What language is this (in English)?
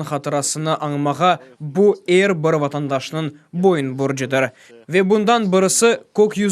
Crimean Tatar